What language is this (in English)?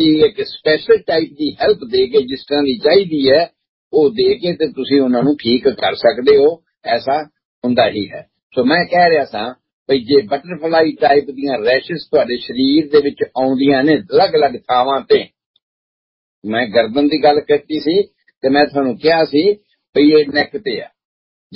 Punjabi